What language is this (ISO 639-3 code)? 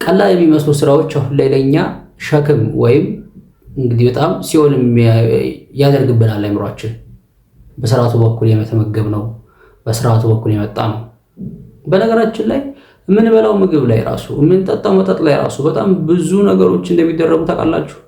amh